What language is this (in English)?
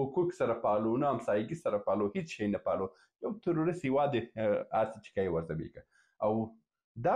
Pashto